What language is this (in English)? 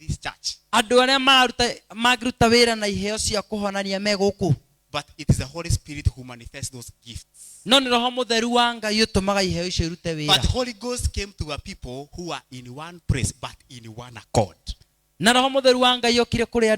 Kikuyu